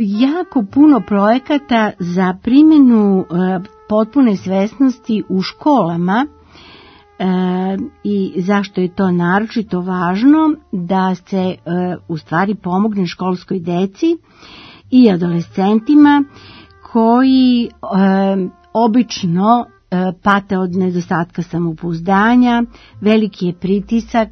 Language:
Serbian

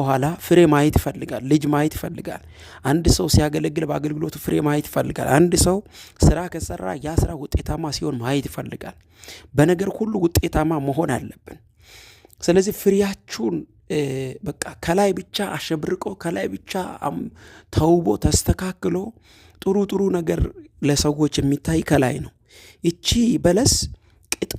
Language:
Amharic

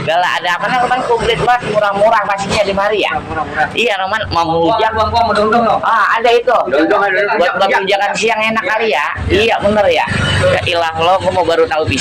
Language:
Betawi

